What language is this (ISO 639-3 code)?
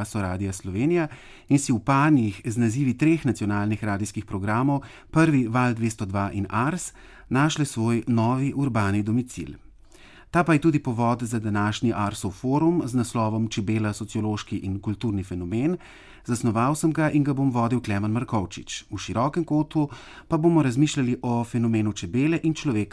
slv